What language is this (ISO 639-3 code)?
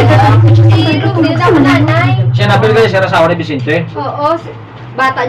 hil